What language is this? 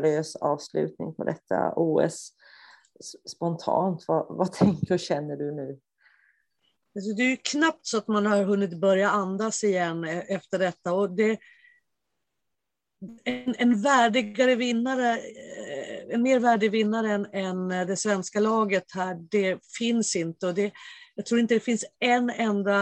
Swedish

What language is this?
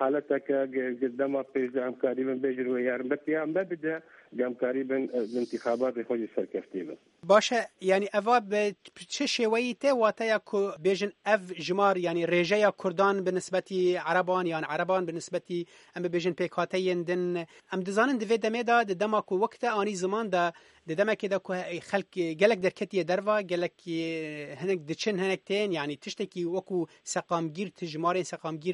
Kurdish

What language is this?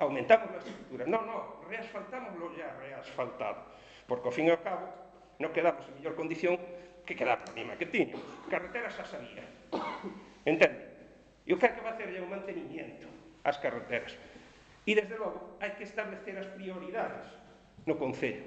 Galician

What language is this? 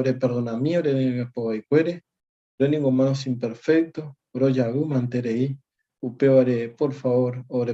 Guarani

